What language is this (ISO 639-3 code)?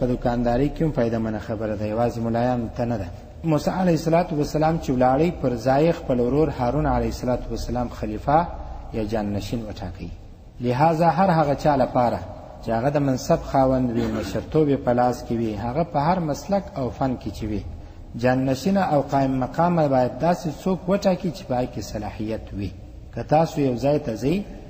pus